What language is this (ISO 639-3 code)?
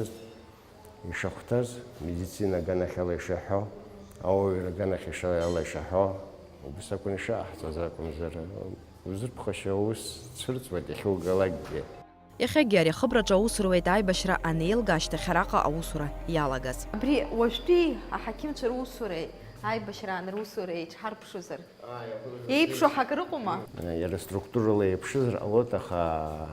abk